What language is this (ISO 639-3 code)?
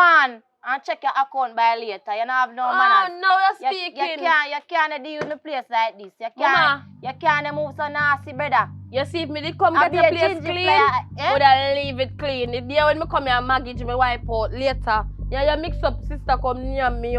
jam